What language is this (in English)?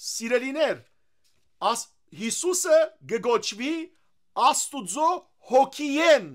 Western Armenian